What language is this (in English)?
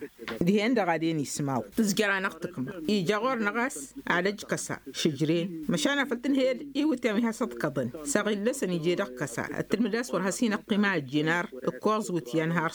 Tamasheq